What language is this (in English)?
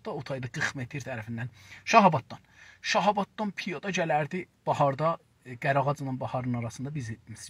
South Azerbaijani